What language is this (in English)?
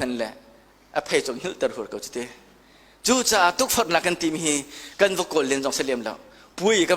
Hakha Chin